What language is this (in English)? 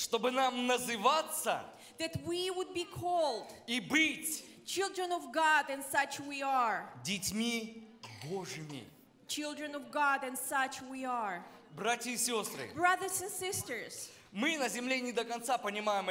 Russian